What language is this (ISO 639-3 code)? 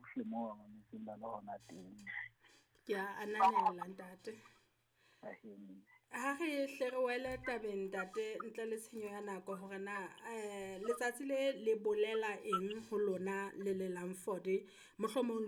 sot